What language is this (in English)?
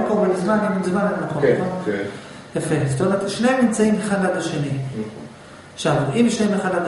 Hebrew